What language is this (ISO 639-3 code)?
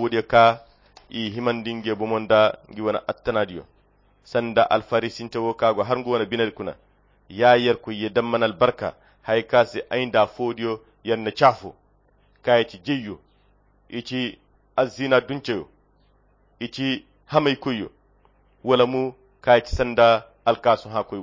khq